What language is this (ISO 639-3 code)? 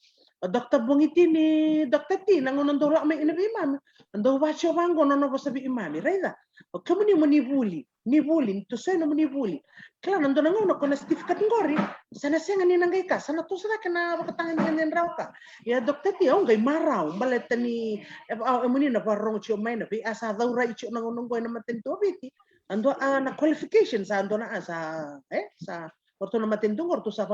fij